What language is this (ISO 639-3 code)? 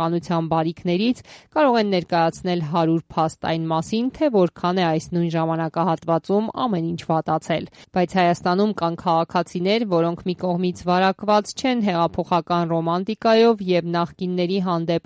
hye